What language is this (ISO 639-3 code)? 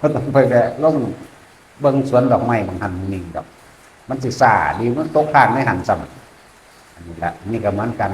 tts